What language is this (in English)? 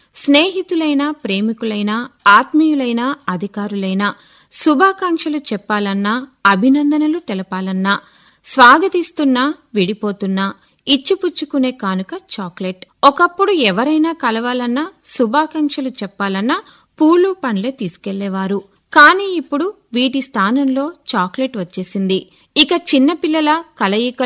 Telugu